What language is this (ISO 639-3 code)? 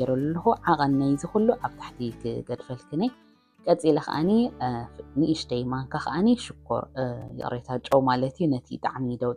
tir